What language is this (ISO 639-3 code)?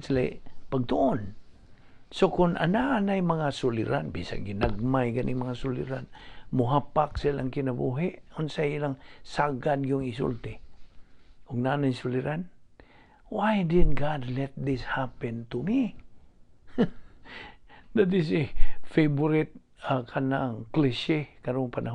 ceb